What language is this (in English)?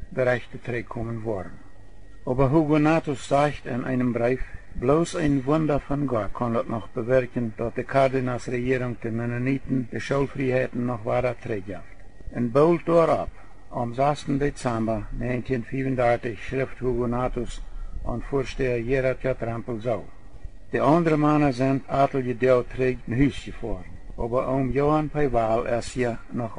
Plautdietsch